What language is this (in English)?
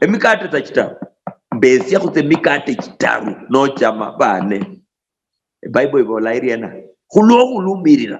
Luyia